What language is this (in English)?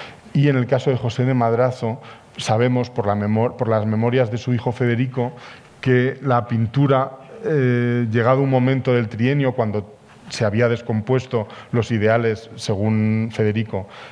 Spanish